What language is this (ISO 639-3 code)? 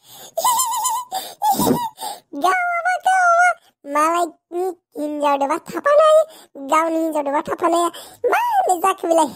brx